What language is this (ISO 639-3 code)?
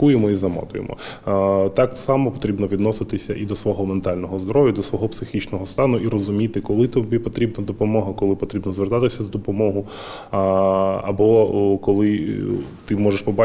ukr